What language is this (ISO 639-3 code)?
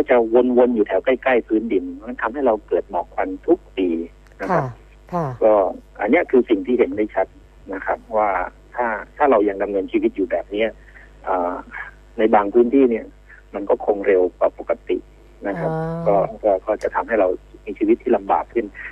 tha